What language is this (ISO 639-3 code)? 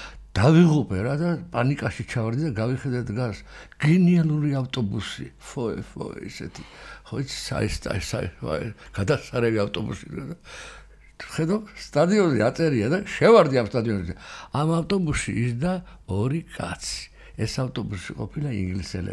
kat